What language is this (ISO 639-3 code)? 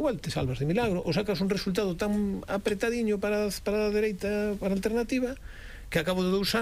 glg